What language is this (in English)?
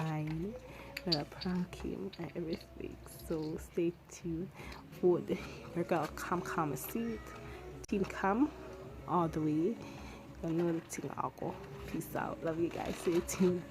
Jamaican Creole English